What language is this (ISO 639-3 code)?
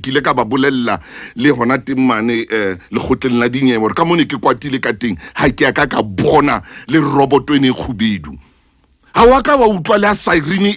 sot